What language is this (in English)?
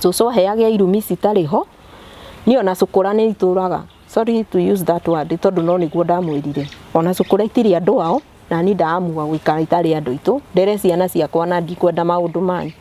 Kikuyu